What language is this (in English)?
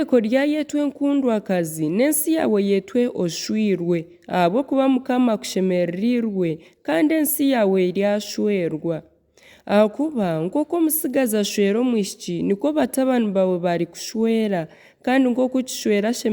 Nyankole